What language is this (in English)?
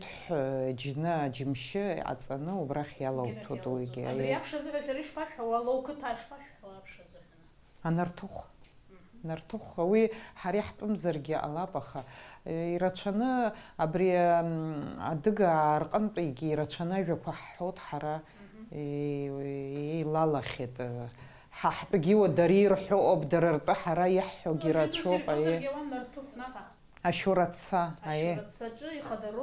Abkhazian